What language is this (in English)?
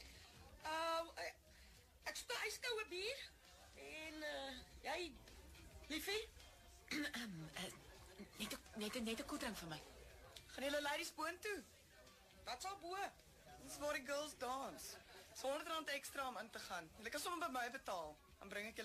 Afrikaans